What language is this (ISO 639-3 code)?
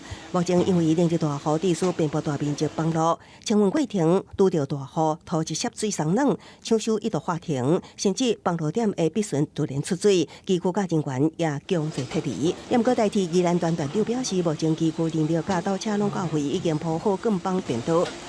nan